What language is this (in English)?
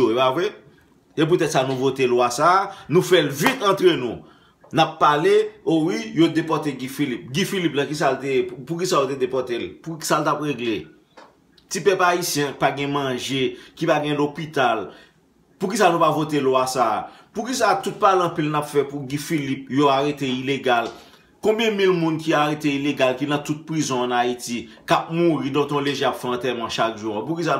Haitian Creole